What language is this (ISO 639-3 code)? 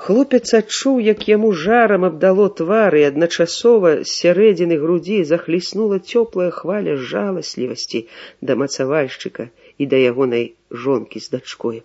bel